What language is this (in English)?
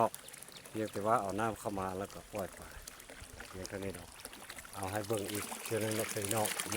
Lao